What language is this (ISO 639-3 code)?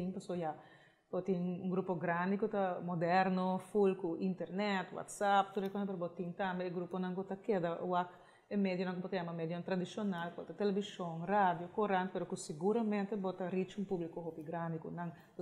pap